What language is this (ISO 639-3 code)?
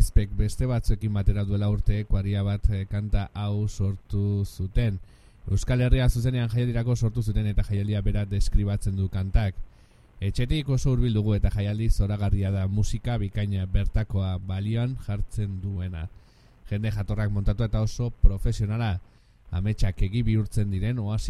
eus